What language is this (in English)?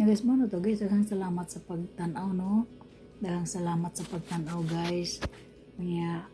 Cebuano